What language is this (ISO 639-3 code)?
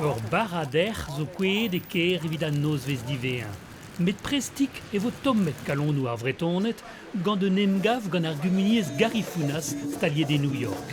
bre